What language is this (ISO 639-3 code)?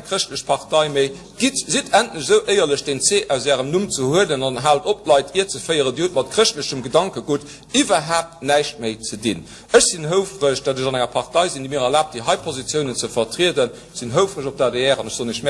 ltz